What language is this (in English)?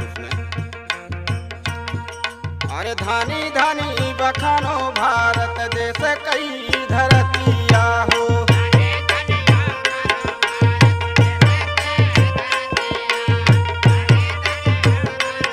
Bhojpuri